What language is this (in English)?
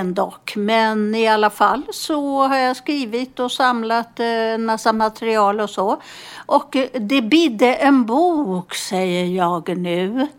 Swedish